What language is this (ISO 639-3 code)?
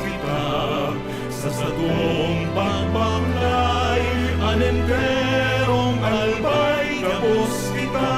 bik